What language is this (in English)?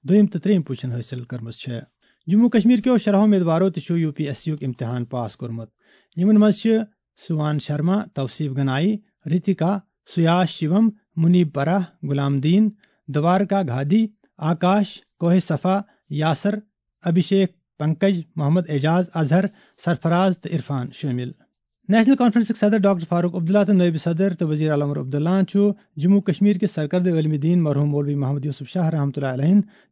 Kashmiri